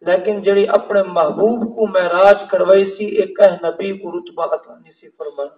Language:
Saraiki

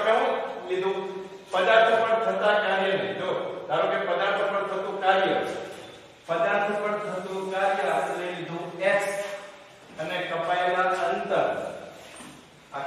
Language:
Gujarati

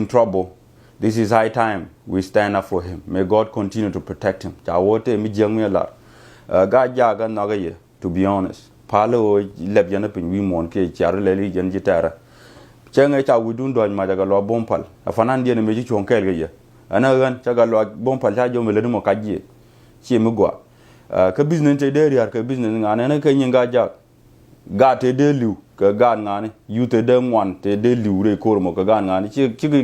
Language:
Nuer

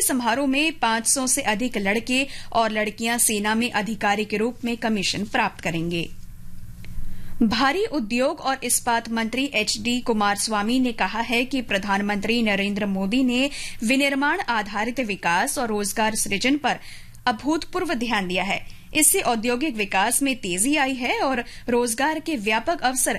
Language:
Hindi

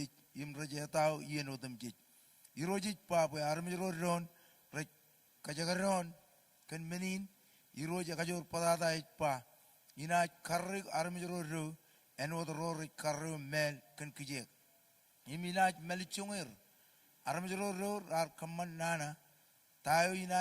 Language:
Marshallese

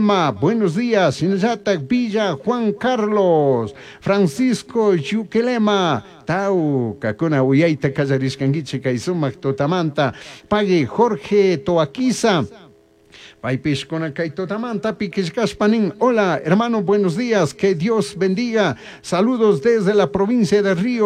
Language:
Chimborazo Highland Quichua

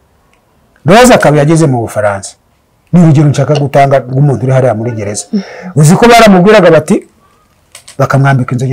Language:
Kinyarwanda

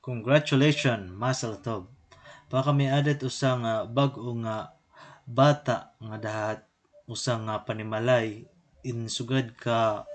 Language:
Waray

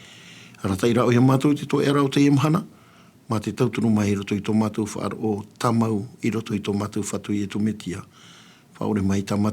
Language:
Tahitian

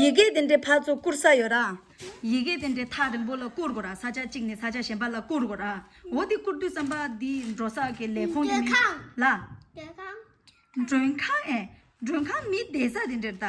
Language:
Tibetan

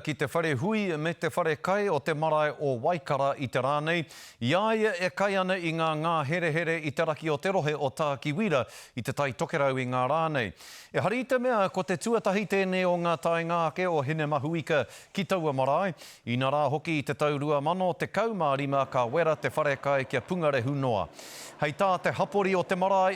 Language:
Māori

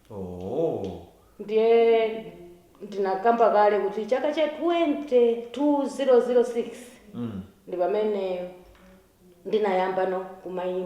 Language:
Nyanja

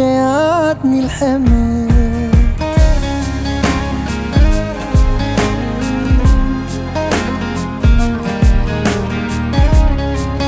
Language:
Hebrew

